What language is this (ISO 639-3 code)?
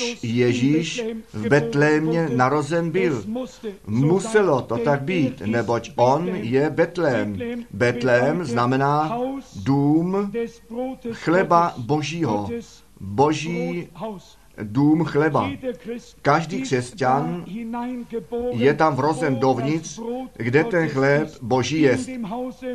ces